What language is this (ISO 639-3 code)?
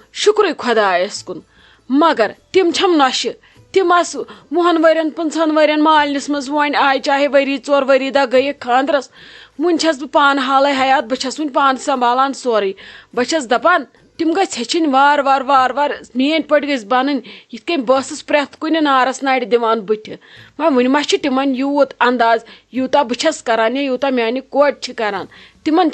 kas